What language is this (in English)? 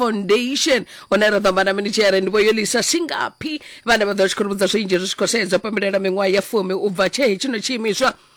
Venda